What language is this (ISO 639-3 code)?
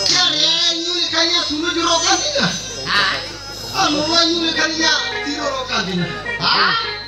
sat